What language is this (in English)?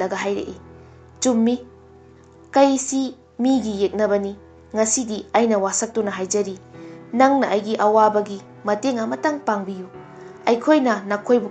Manipuri